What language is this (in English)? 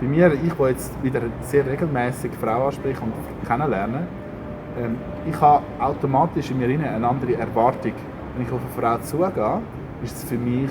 Swiss German